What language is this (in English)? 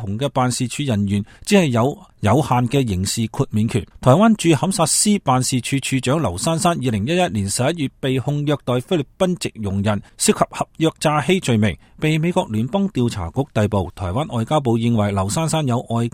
Cantonese